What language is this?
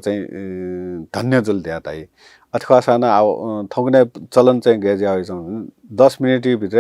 Newari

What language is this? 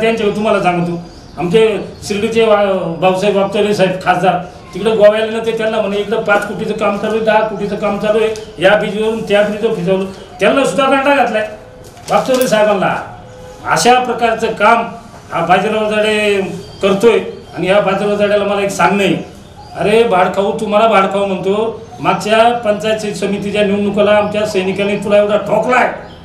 Marathi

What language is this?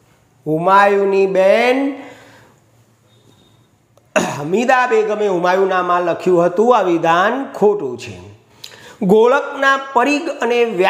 Gujarati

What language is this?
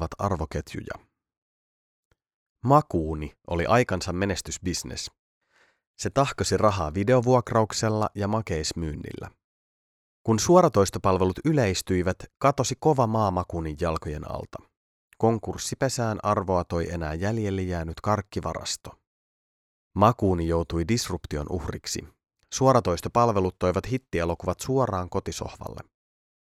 Finnish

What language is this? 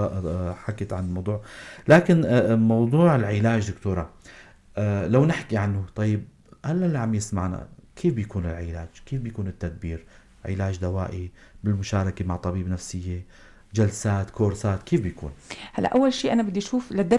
North Levantine Arabic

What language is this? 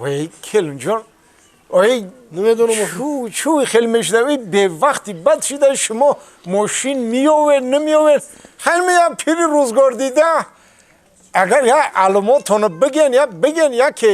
Tajik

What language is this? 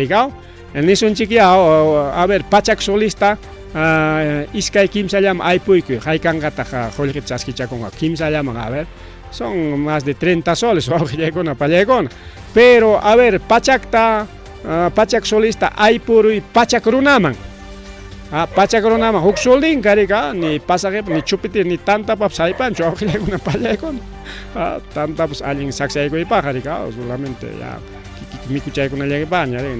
Ayacucho Quechua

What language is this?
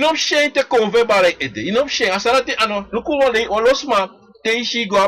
Sranan Tongo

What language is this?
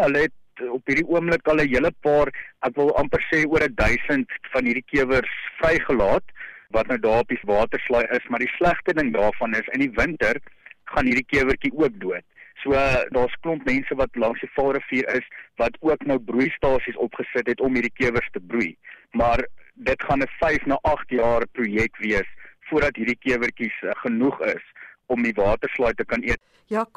Afrikaans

